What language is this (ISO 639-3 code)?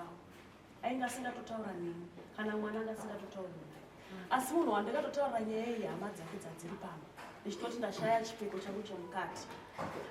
sna